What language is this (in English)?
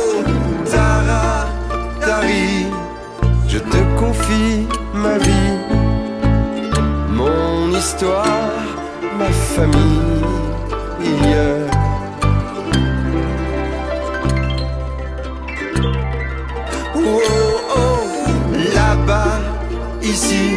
French